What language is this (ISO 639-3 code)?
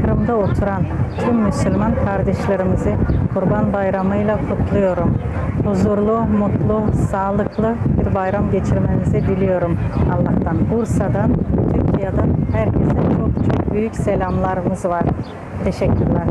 crh